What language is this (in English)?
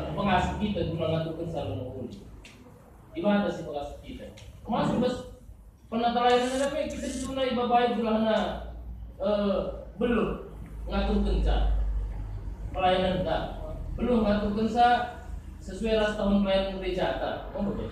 Batak Karo